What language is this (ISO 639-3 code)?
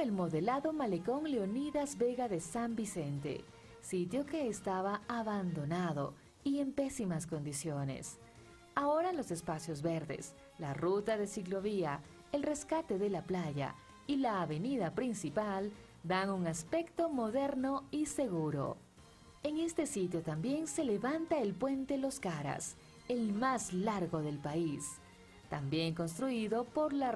spa